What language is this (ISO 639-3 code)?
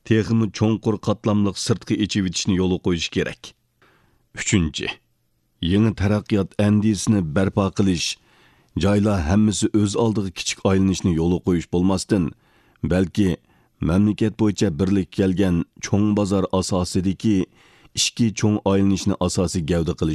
uig